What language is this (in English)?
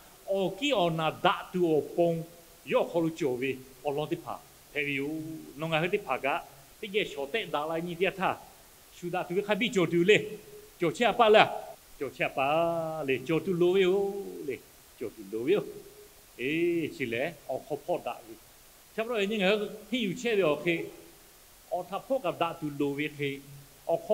Lahu